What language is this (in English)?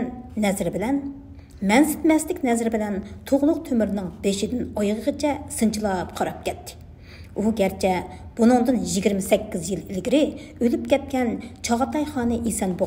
Uyghur